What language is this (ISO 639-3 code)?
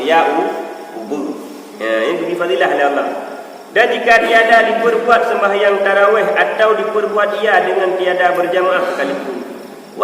ace